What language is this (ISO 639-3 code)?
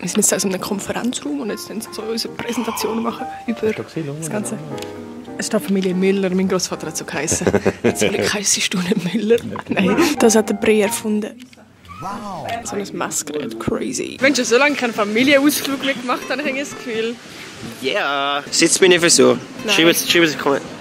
gsw